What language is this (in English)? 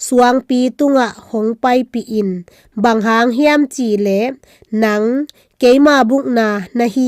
Tedim Chin